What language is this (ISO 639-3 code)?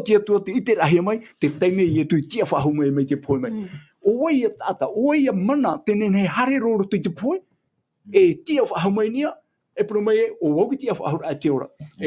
tah